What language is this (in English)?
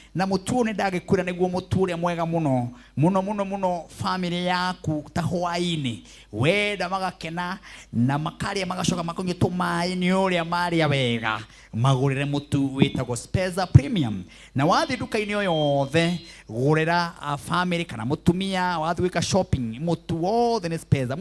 Kikuyu